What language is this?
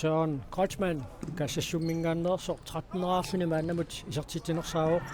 Kalaallisut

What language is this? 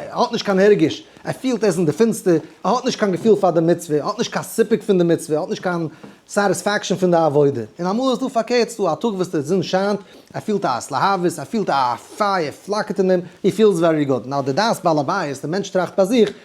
Yiddish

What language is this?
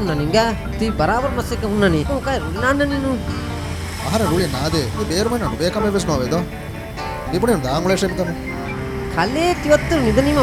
Divehi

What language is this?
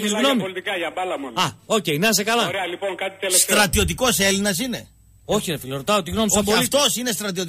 Greek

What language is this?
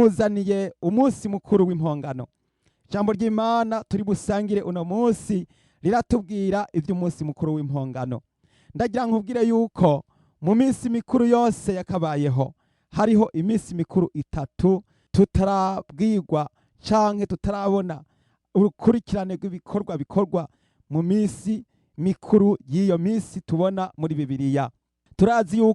Rundi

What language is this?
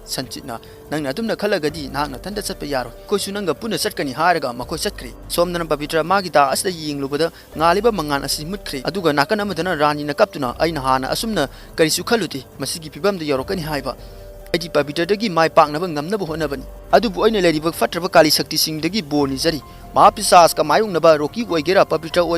Manipuri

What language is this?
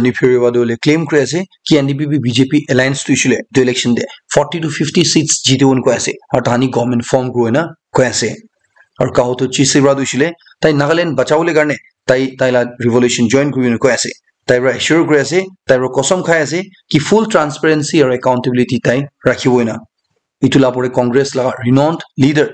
Naga Pidgin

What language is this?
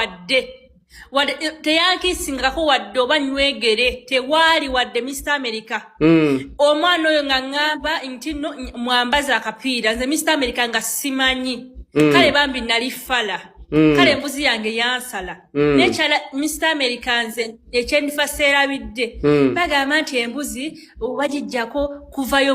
Ganda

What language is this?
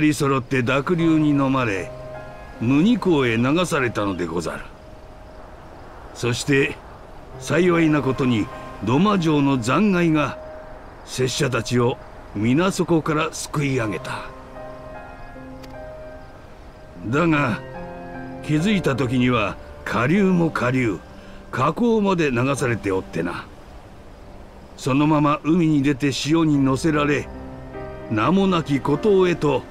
Japanese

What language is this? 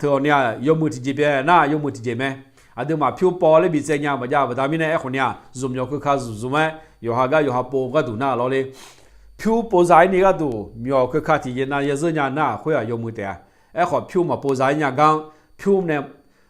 Akha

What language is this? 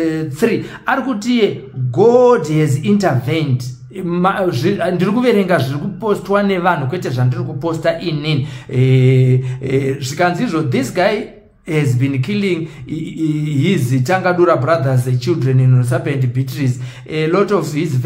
Shona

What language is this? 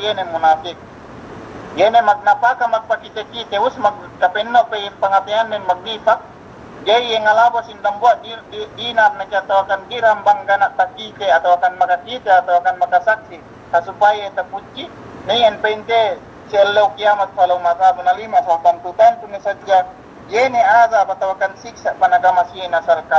Yakan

